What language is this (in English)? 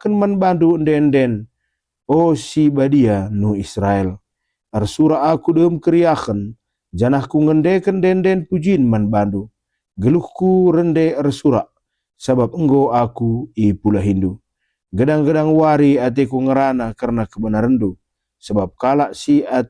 Batak Karo